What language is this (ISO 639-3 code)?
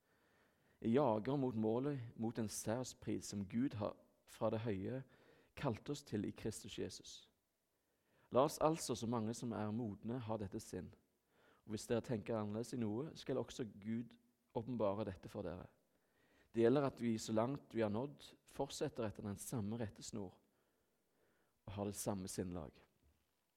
nor